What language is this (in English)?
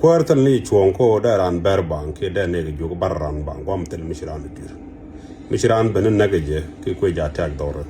Nuer